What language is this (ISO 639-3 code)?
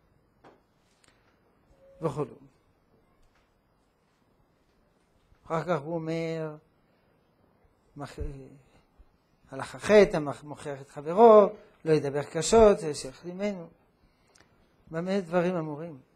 heb